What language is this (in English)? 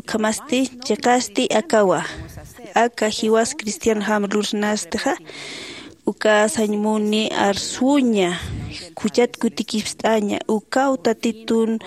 Aymara